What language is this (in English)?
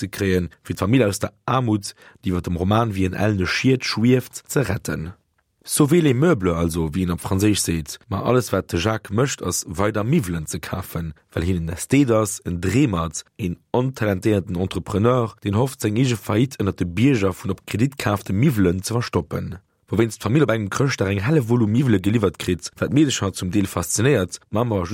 Luxembourgish